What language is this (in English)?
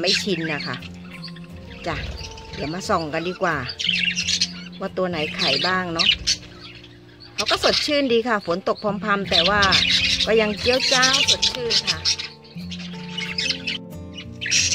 Thai